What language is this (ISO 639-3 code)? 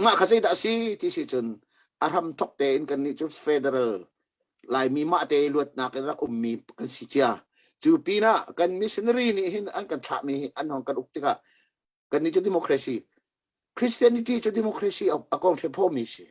cnh